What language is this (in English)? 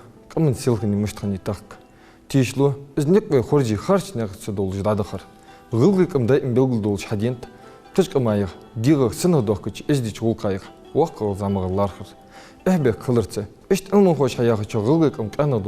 Ingush